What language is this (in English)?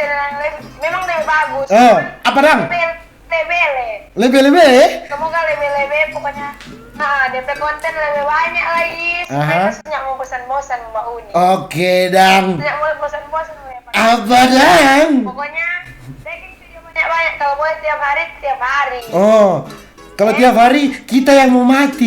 Manado Malay